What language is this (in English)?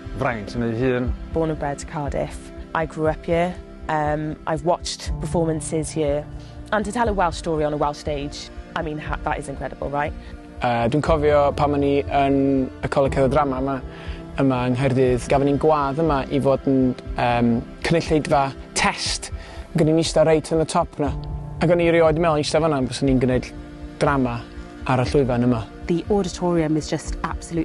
Welsh